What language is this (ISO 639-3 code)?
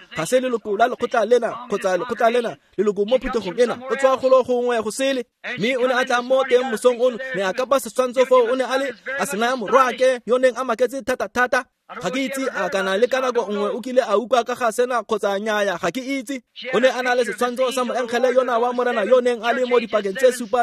tsn